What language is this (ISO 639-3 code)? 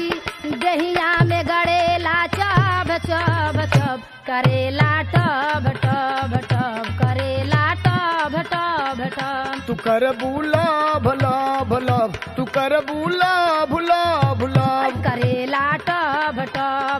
bho